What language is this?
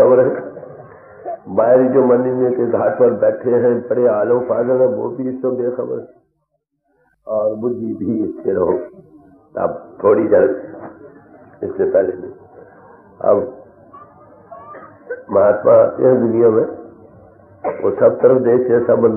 Hindi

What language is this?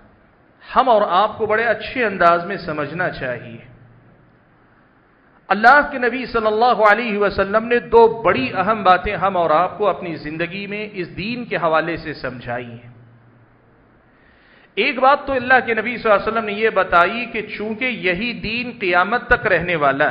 Urdu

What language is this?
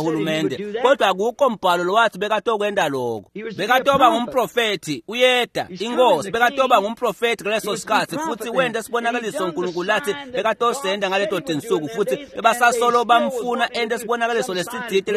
Swati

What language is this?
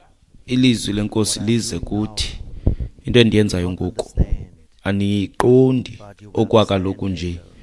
Xhosa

